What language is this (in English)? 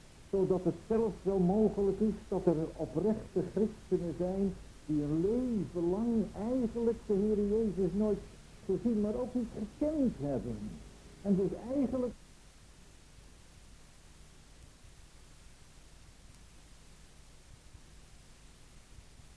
Dutch